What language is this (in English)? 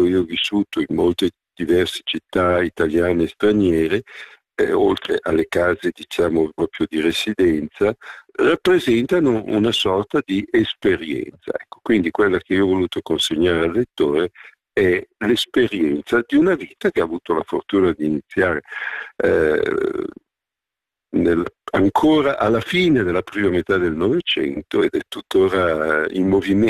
Italian